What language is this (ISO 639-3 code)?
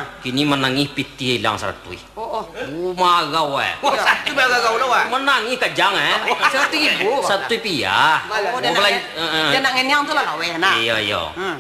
min